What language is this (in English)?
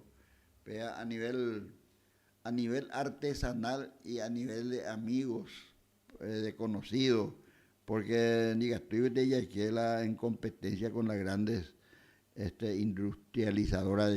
Guarani